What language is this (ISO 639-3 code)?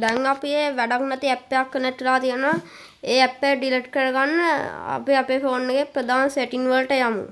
sin